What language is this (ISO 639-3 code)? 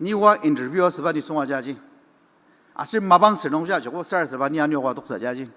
njo